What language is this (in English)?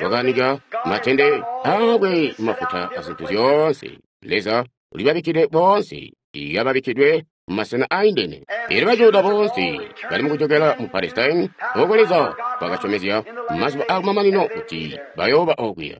Tonga (Zambia)